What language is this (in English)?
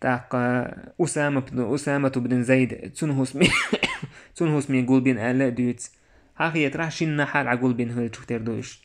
Chechen